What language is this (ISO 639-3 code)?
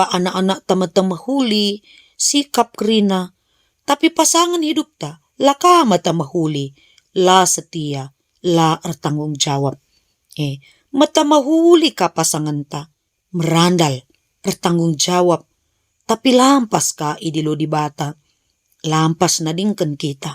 btx